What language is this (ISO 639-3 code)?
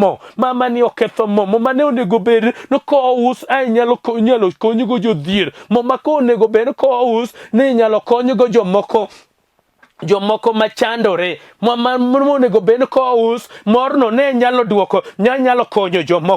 luo